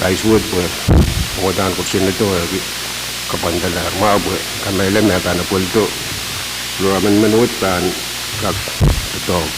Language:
Pohnpeian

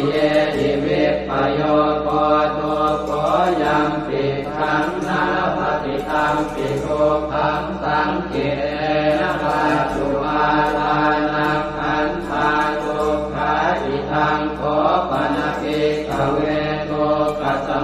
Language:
Pali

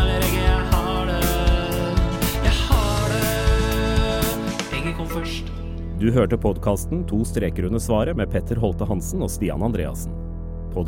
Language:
Norwegian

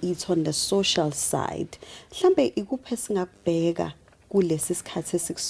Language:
Zulu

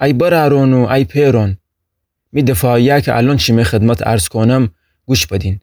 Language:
Gilaki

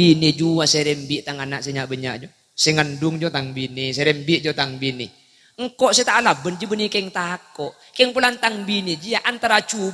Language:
Madurese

